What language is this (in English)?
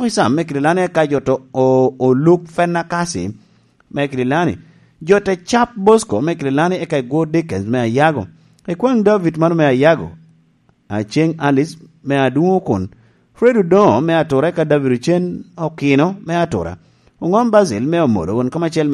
Lango (Uganda)